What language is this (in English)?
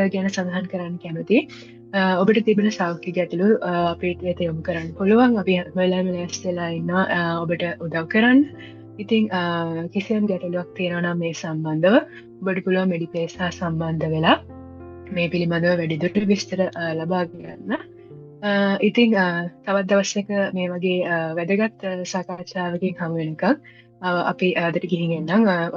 Sinhala